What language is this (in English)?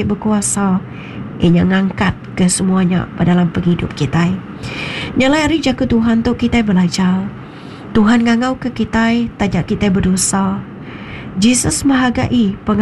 Iban